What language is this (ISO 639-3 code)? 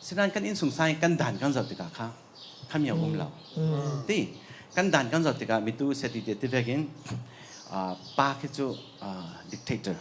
cfm